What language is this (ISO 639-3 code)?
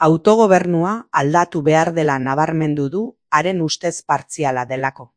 eus